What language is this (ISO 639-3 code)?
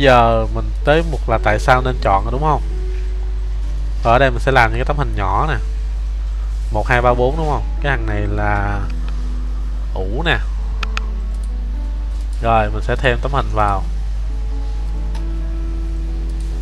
vie